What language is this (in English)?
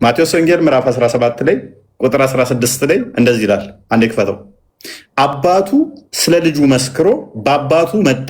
Amharic